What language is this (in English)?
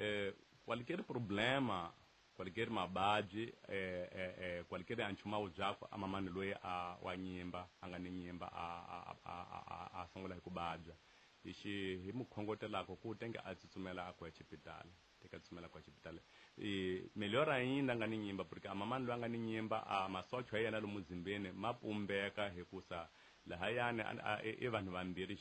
Tsonga